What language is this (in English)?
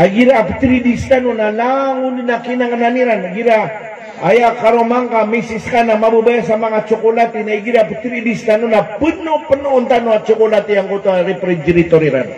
Maranao